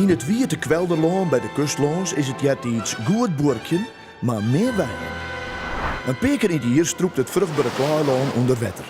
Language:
Western Frisian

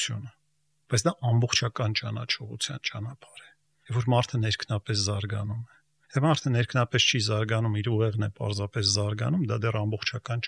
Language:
Armenian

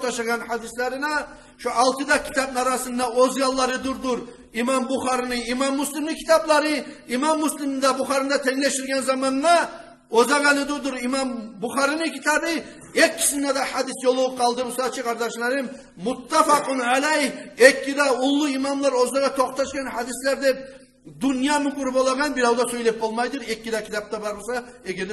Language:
Kumyk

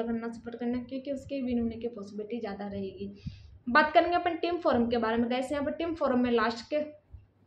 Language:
Hindi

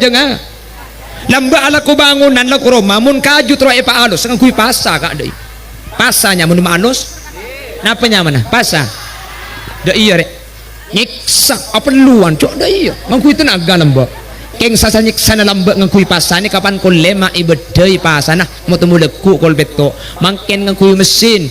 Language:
Madurese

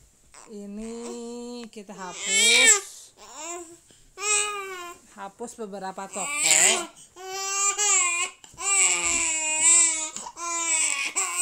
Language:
Indonesian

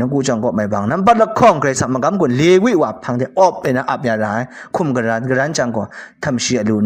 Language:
Kachin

